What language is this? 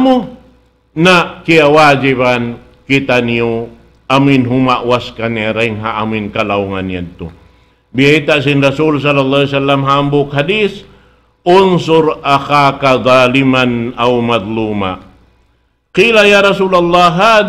Tausug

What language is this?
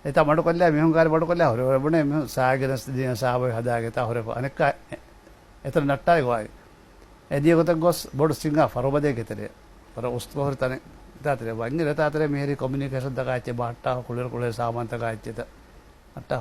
Divehi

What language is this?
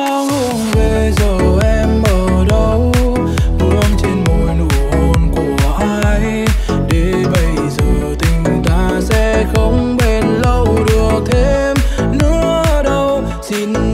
Vietnamese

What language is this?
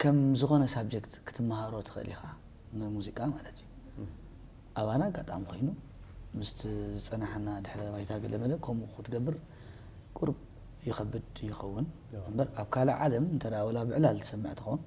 Tigrinya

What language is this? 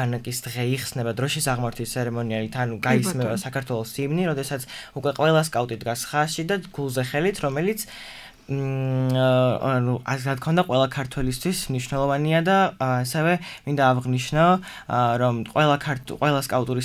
Georgian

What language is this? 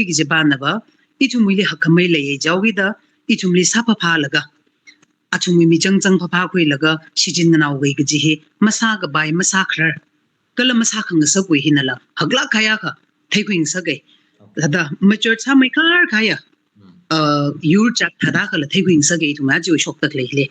Tangkhul Naga (India)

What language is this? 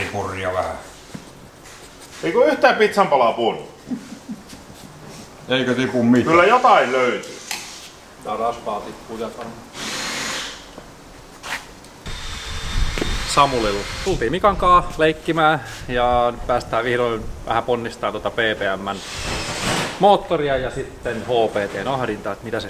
Finnish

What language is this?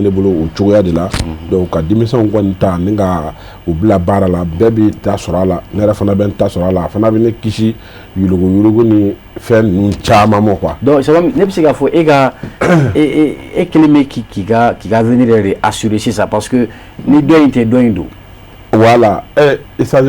Bambara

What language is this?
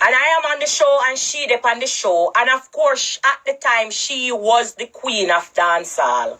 Jamaican Creole English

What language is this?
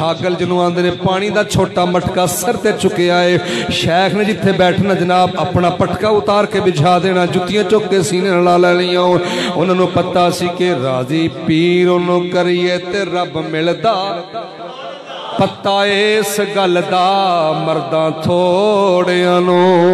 Western Panjabi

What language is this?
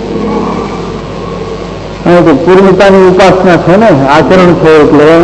Gujarati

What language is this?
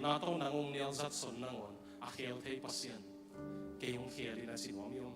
Tedim Chin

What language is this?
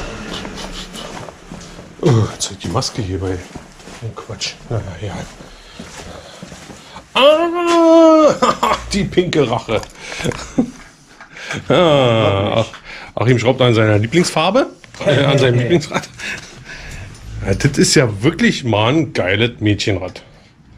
German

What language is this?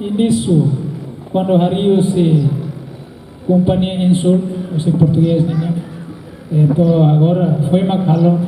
Tetum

